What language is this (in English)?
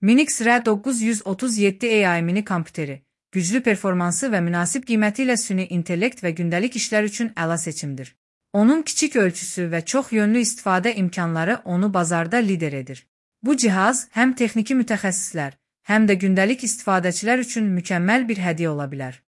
Azerbaijani